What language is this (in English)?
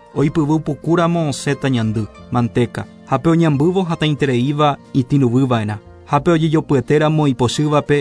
Guarani